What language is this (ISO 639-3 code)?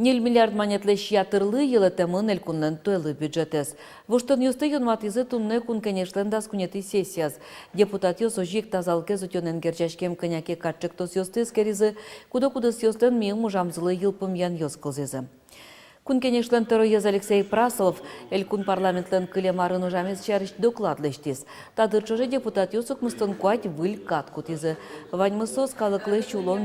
udm